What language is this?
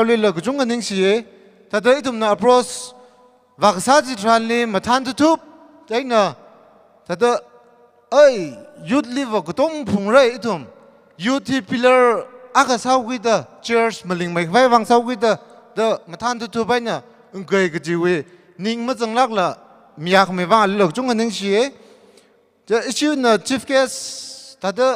Tangkhul Naga (India)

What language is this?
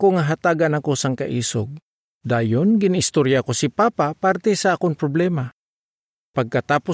Hiligaynon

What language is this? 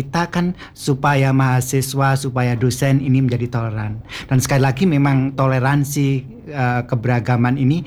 Indonesian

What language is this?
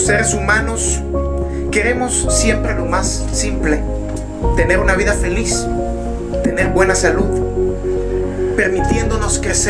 Spanish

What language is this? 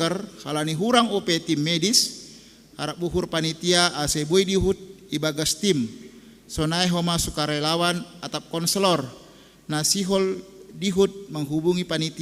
Batak Simalungun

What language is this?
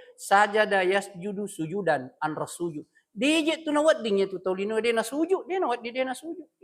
Buginese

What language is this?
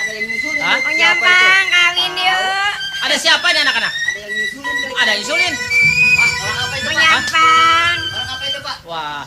Betawi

